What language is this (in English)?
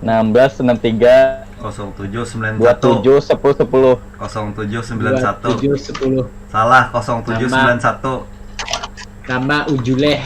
Banjar